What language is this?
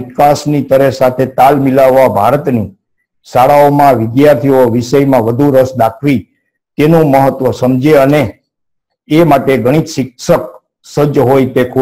Gujarati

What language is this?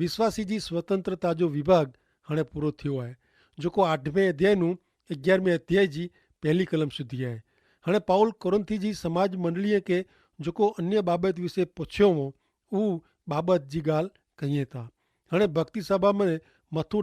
Kachhi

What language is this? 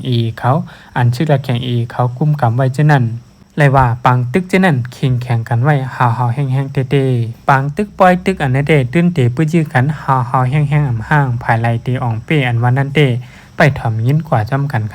Shan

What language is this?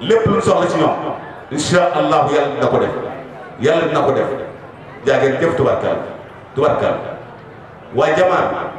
Wolof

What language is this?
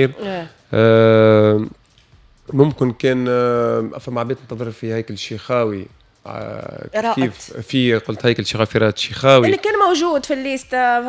Tunisian Arabic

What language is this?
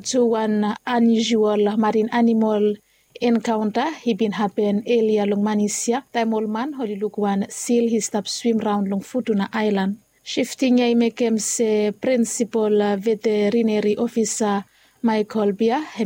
Bislama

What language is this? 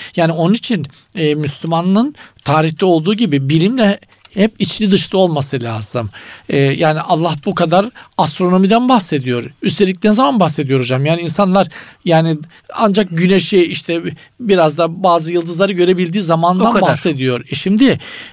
Turkish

